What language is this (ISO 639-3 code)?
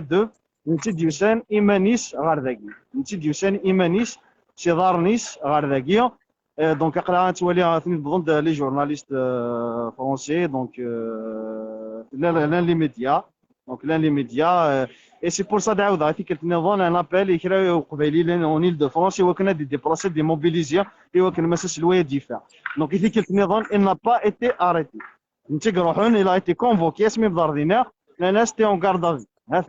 kab